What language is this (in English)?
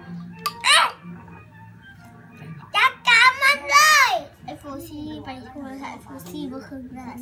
Lao